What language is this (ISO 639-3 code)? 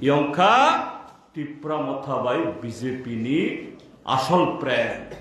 trp